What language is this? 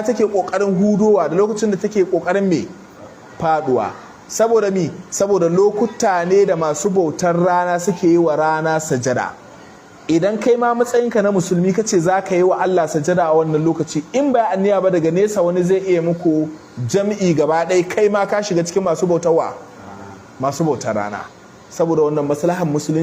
Hausa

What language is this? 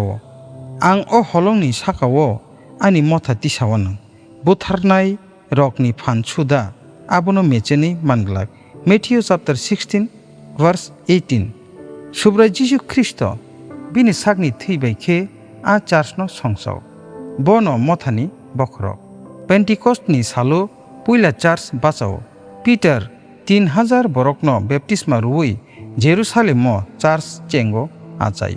Kok Borok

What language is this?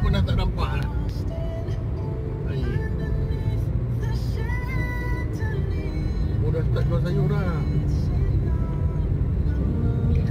Malay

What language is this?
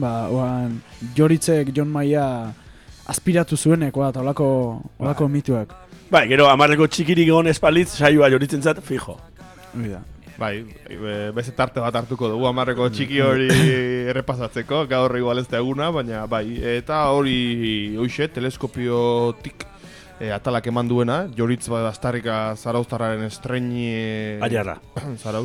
Basque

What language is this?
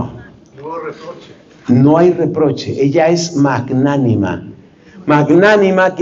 Spanish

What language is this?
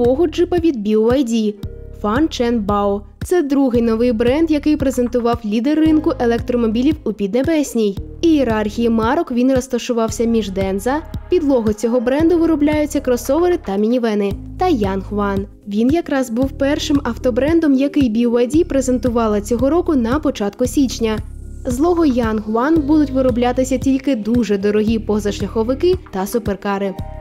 Ukrainian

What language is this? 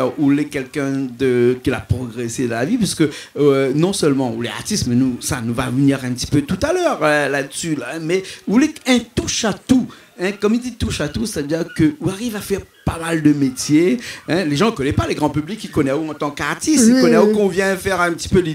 Réunion Creole French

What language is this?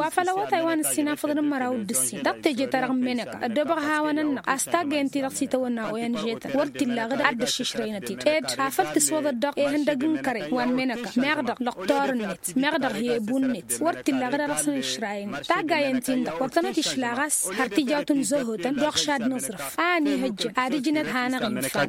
Tamasheq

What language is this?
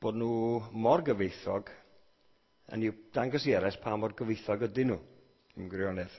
Welsh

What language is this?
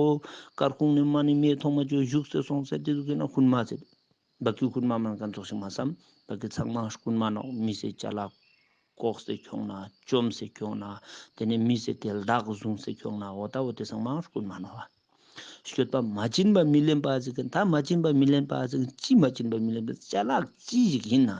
Ladakhi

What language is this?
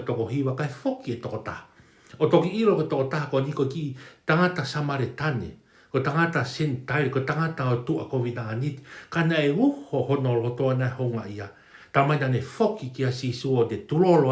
Tongan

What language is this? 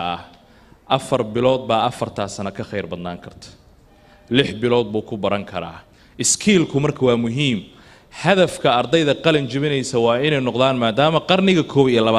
Somali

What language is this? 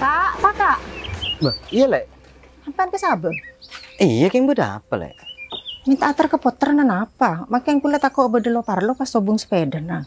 Madurese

